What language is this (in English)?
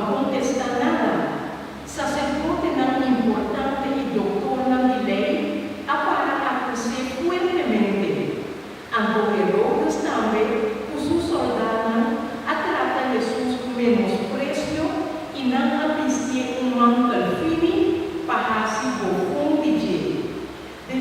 Papiamento